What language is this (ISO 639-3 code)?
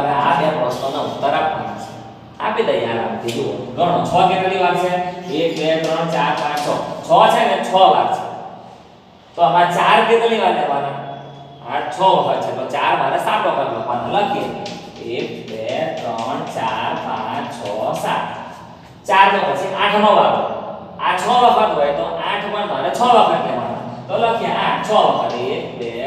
guj